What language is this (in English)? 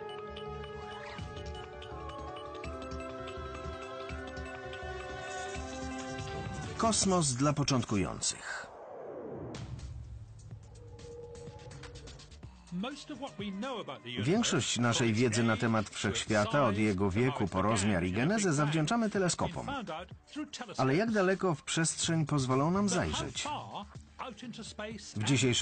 Polish